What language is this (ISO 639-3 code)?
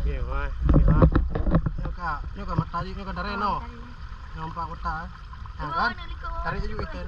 ace